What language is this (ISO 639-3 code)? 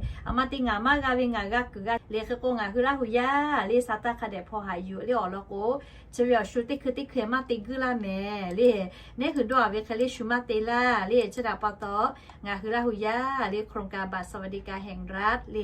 lhu